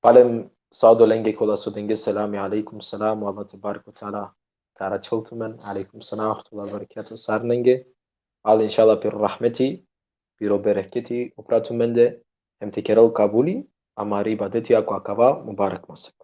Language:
Balkan Romani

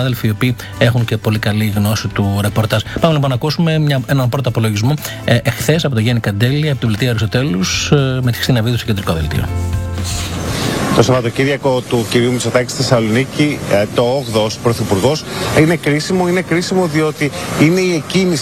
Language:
Greek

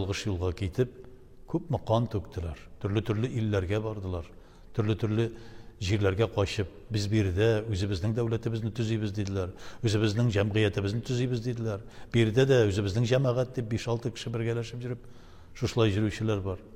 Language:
Tatar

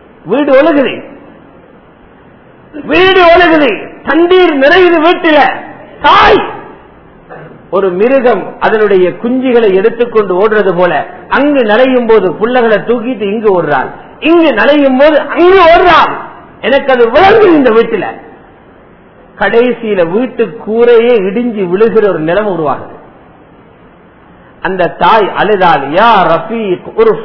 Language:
Tamil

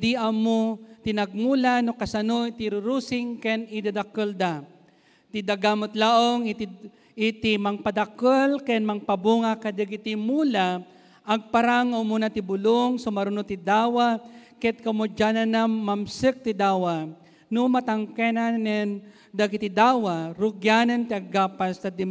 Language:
Iloko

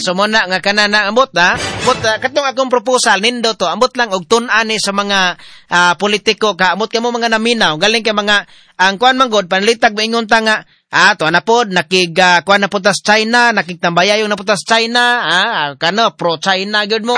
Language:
Cebuano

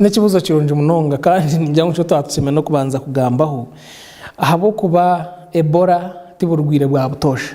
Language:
Nyankole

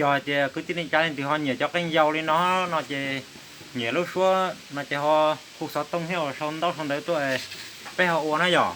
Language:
Hmong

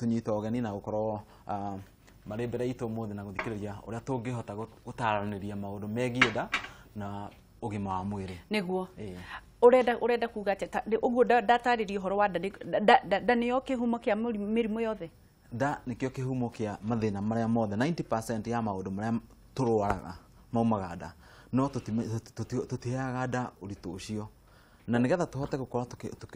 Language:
Kikuyu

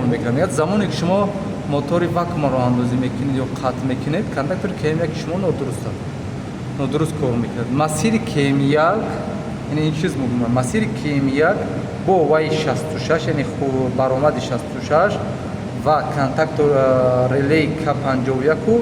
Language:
Tajik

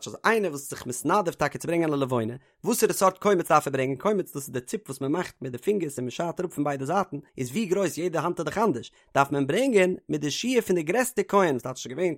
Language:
Yiddish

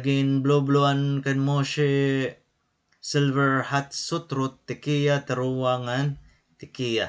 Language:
Waray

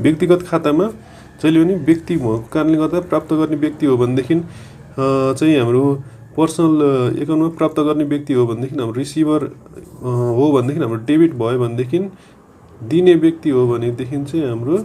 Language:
Nepali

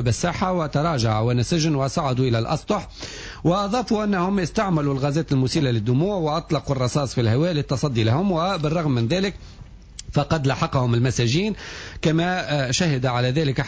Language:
Tunisian Arabic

